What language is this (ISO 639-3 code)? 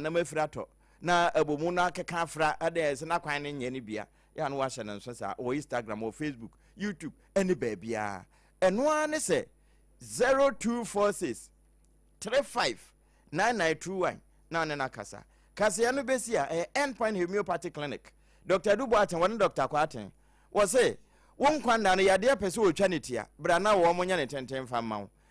aka